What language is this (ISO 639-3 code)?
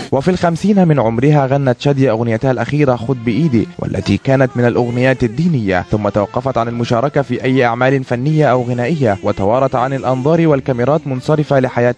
arz